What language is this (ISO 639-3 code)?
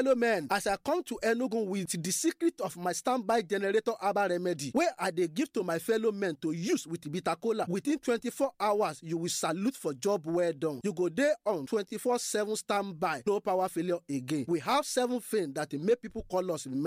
pcm